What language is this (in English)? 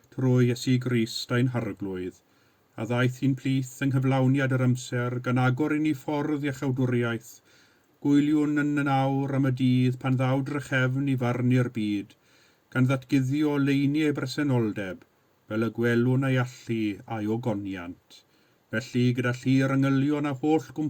Welsh